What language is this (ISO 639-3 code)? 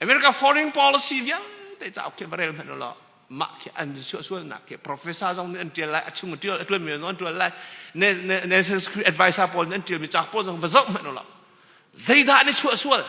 cnh